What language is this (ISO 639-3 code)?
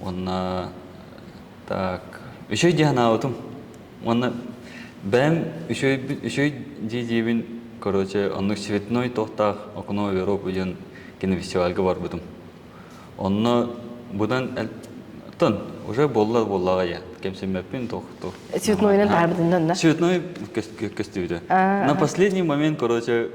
sah